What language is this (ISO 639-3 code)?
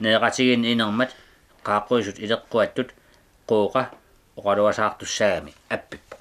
kal